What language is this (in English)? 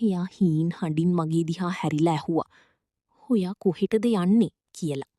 Sinhala